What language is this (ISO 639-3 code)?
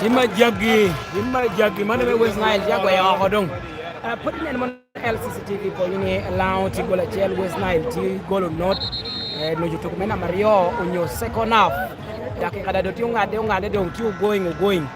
laj